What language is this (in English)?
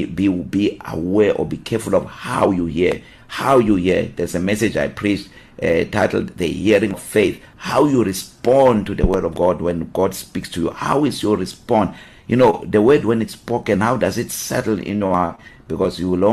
English